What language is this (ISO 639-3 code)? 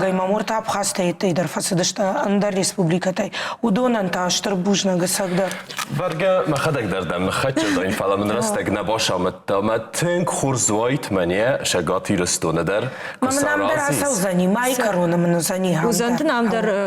oss